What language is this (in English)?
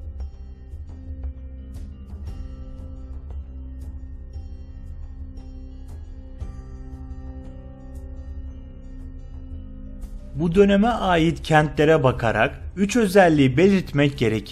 Turkish